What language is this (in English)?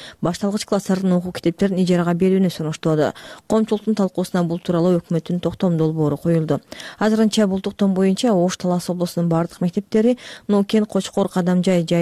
Kyrgyz